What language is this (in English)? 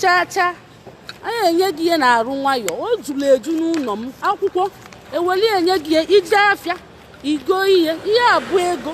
Igbo